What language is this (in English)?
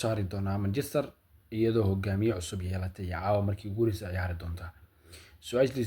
Somali